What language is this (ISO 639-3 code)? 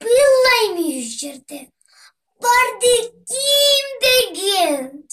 krc